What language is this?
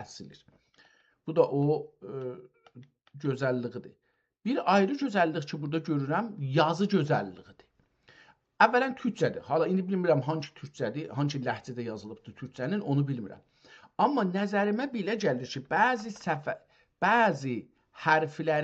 South Azerbaijani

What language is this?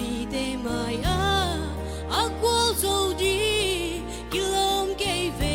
Tedim Chin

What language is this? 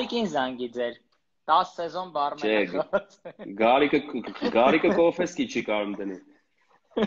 Armenian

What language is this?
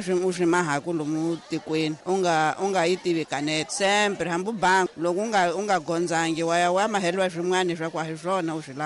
Tsonga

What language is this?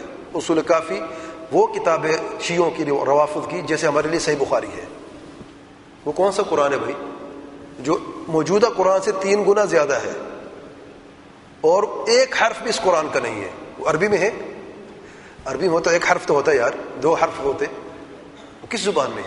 Urdu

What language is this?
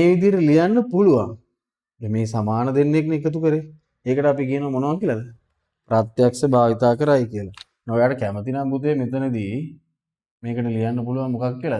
Sinhala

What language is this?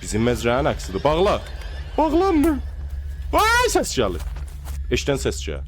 South Azerbaijani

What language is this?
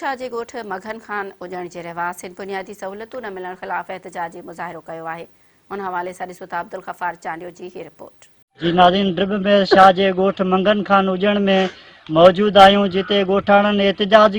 Sindhi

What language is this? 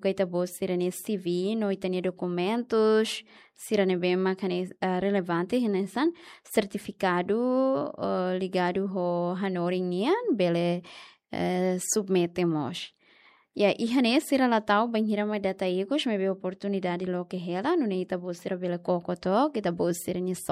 Tetum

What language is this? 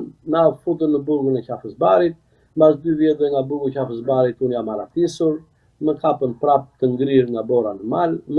Albanian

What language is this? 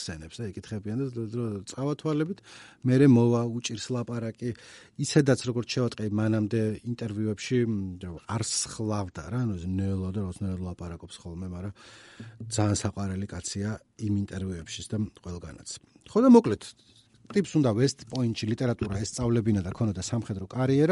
Georgian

